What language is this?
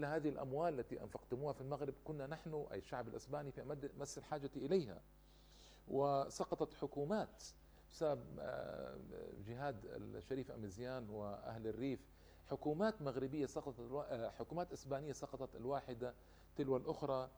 Arabic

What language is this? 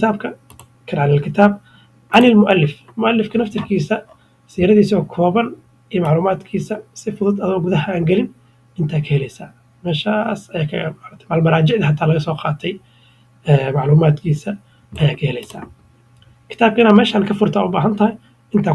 Somali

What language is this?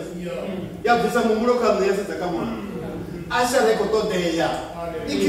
Venda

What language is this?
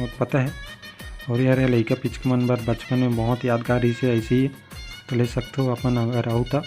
Chhattisgarhi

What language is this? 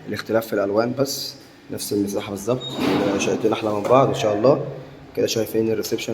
Egyptian Arabic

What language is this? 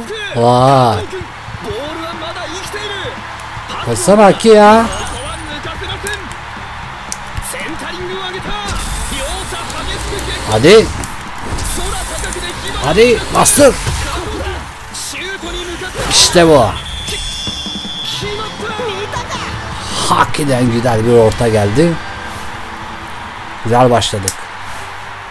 Turkish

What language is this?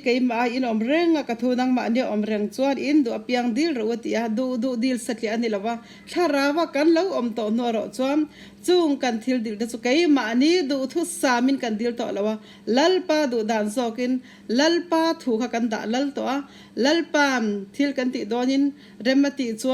Mizo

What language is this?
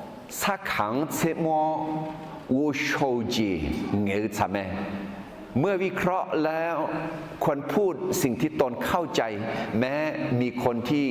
Akha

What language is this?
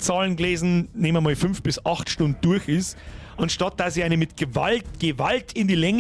Bavarian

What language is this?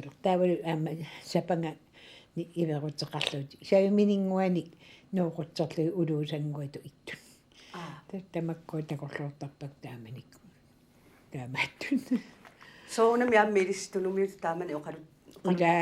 Kalaallisut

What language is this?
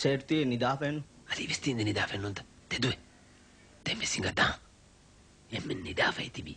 Divehi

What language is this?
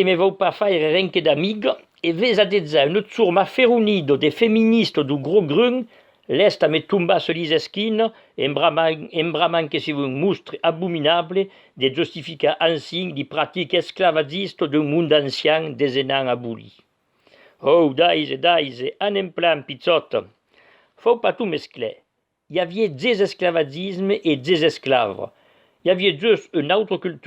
Occitan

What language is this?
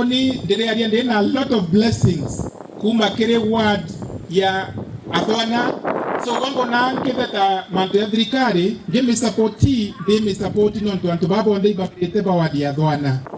Meru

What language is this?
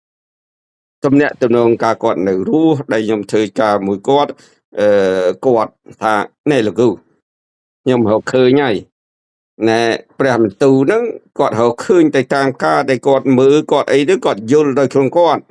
Khmer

